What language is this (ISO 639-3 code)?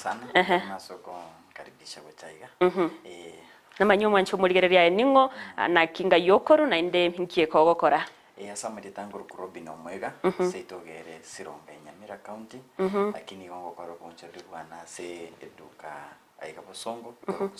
guz